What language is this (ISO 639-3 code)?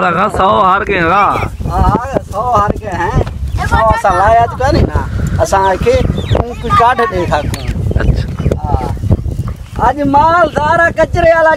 skr